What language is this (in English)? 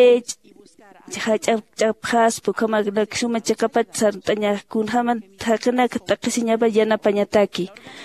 Aymara